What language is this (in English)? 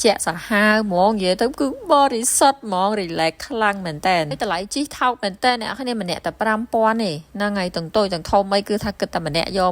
Khmer